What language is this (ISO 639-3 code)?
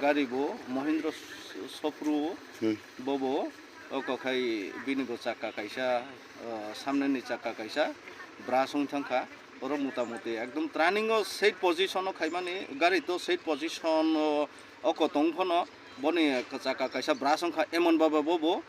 trp